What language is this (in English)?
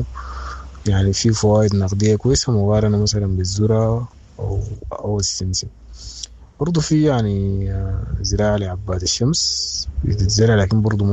Sudanese Arabic